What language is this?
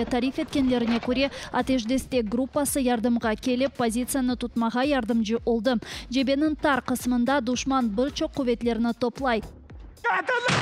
Crimean Tatar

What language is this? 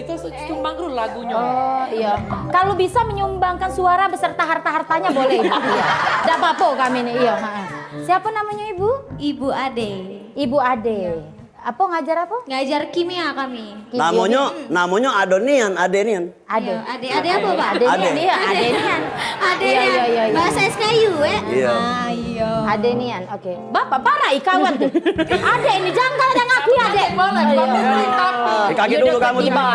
Musi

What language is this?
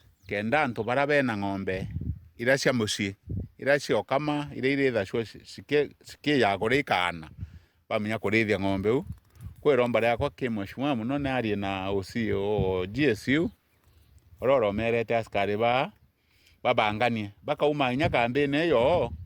Meru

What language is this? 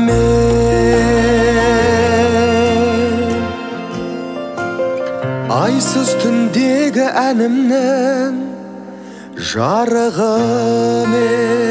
Kazakh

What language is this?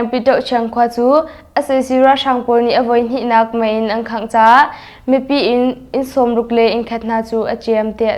Hakha Chin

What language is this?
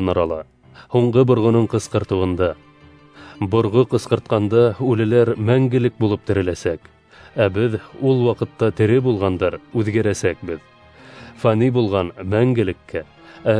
Bashkir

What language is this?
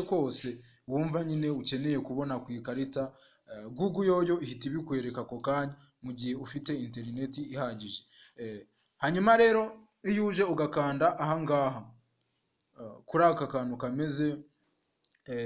Kinyarwanda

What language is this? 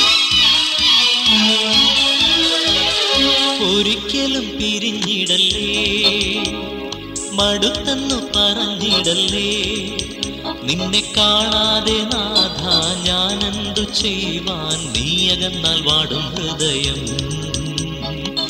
Malayalam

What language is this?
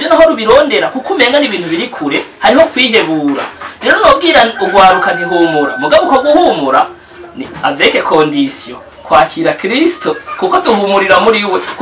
Rundi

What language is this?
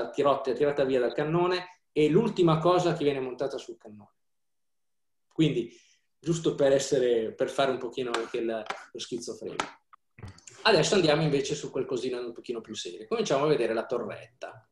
Italian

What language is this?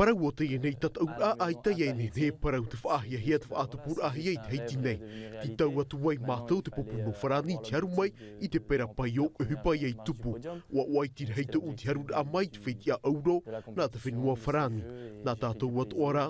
Tahitian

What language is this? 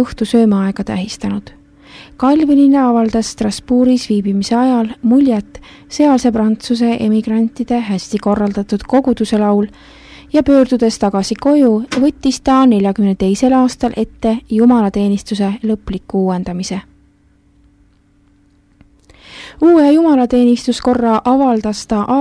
Estonian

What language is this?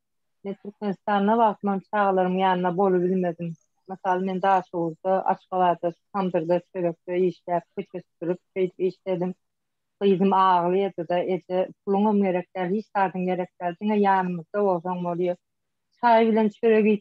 Turkmen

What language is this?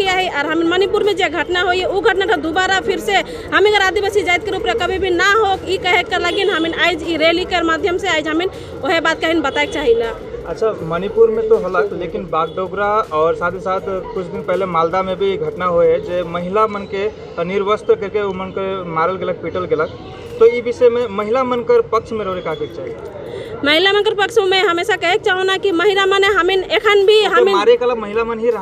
Sadri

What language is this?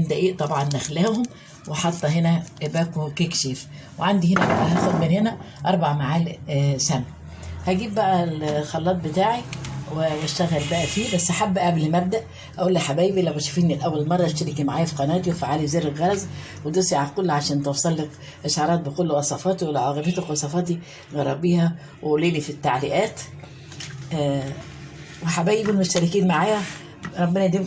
Egyptian Arabic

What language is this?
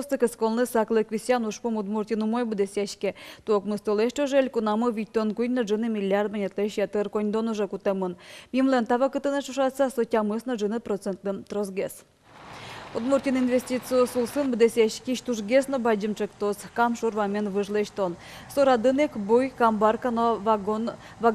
Udmurt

